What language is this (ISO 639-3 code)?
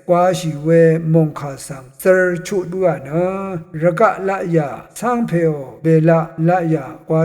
raw